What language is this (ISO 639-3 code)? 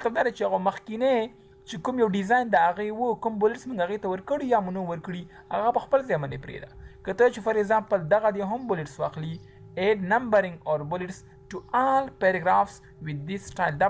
pus